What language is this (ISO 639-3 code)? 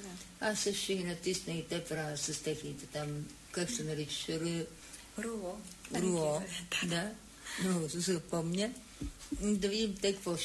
bul